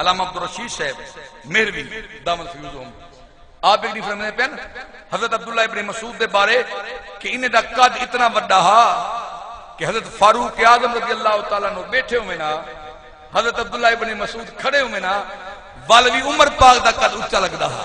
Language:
Saraiki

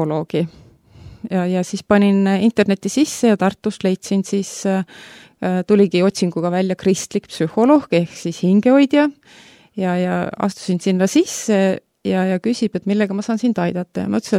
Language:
Estonian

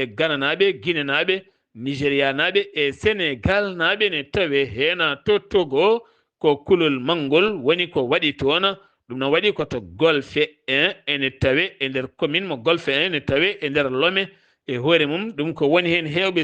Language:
Fula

